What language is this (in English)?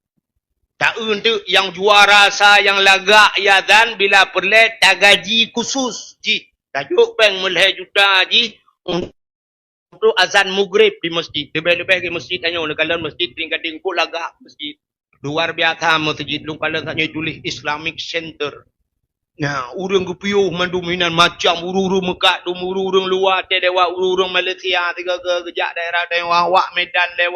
Achinese